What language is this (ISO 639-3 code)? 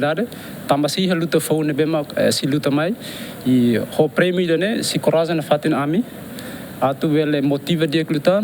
tet